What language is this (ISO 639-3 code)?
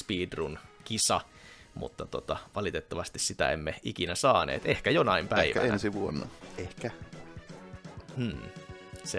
fin